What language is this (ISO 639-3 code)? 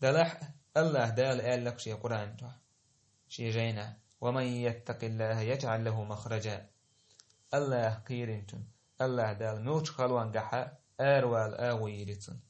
che